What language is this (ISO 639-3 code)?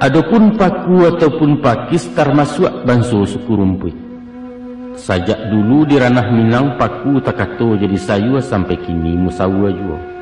min